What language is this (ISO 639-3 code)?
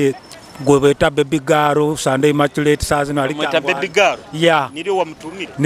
nyo